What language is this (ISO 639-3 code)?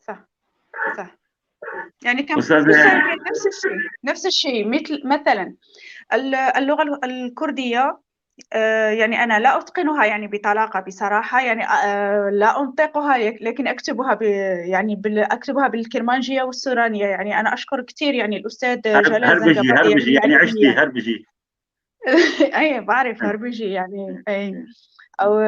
apc